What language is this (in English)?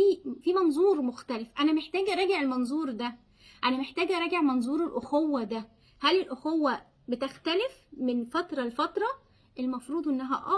Egyptian Arabic